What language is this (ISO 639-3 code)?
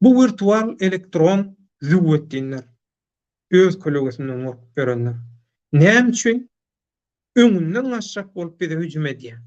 tuk